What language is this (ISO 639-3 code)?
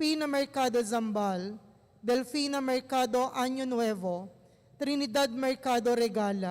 pam